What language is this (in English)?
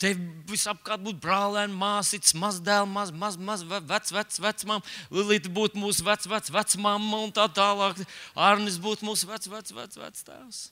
Latvian